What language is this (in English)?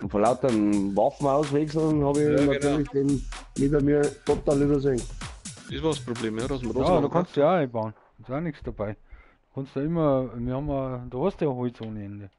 Bavarian